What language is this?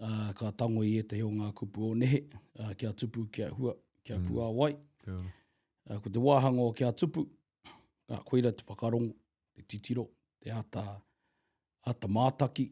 Māori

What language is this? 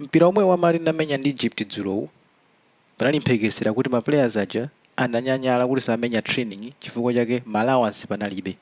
Nyanja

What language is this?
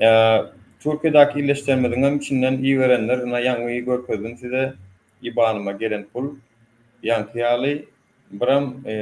Turkmen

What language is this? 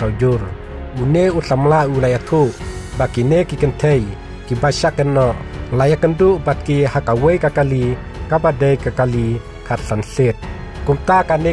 Khasi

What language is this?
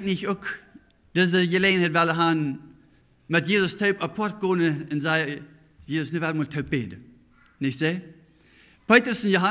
Plautdietsch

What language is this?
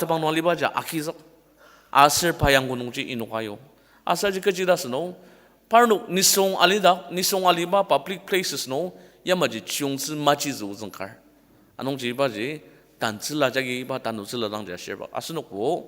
Ao Naga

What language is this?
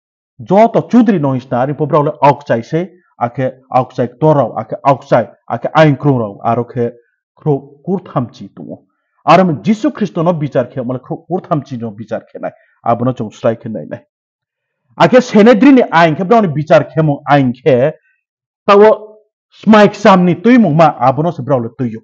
Riang (India)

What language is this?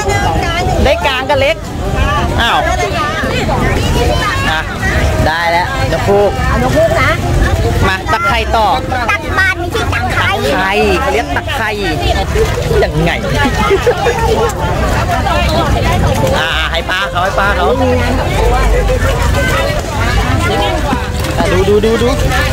Thai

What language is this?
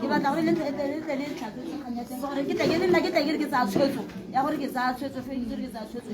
Tswana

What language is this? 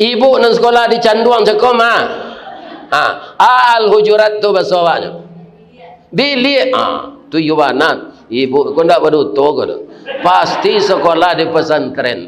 Minangkabau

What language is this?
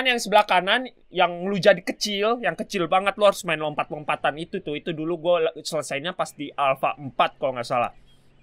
Indonesian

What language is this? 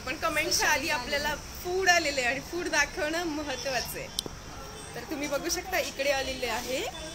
Marathi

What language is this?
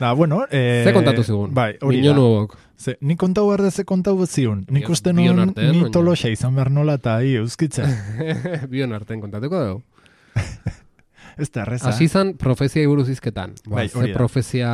Basque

